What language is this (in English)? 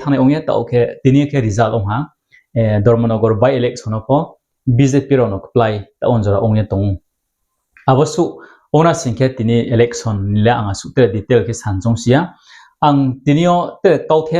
Riang (India)